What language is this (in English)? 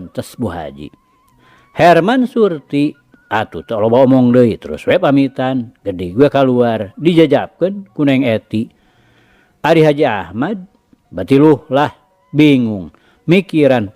Sundanese